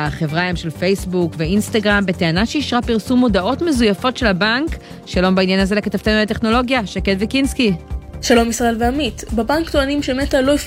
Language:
Hebrew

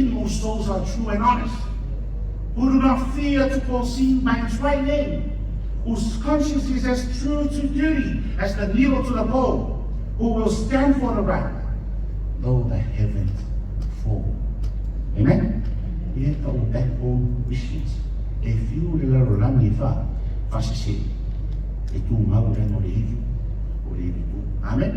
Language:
Samoan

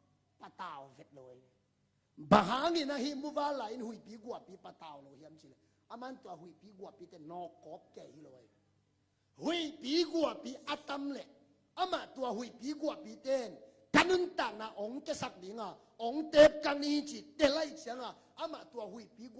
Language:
Tedim Chin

